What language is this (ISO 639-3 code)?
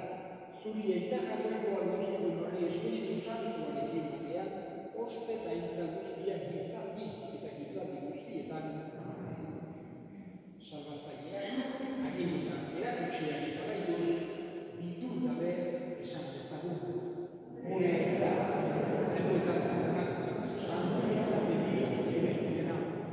eus